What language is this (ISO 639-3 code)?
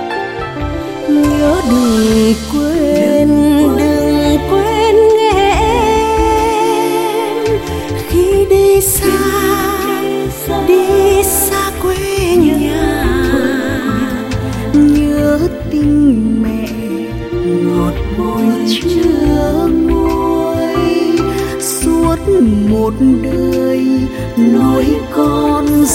vie